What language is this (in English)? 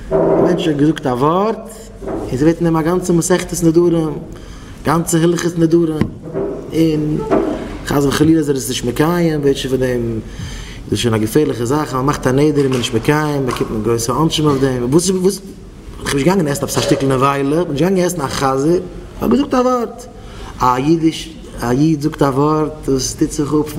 Yiddish